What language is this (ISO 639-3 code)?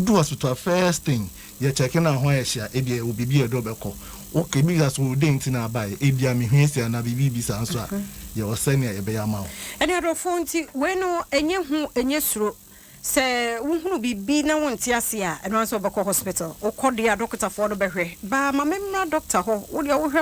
aka